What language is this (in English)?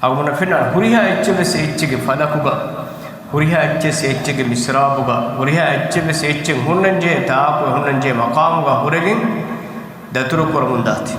Divehi